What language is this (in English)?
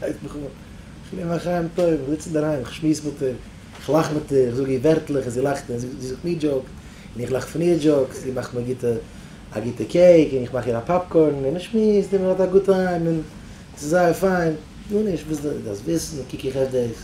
Yiddish